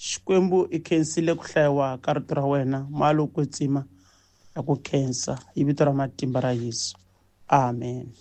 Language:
Tsonga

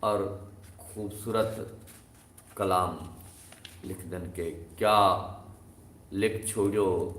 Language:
Saraiki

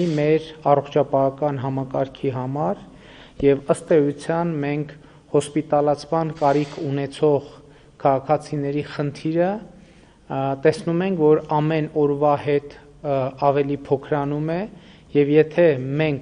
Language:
Armenian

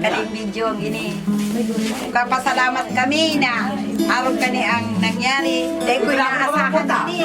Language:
Bikol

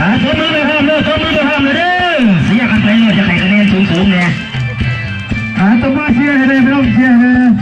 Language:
Lao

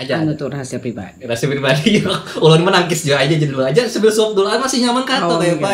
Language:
Banjar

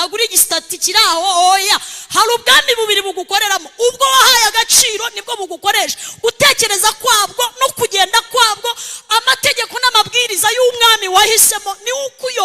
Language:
Kinyarwanda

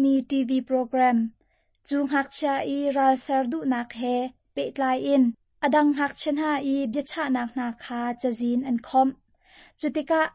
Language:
Hakha Chin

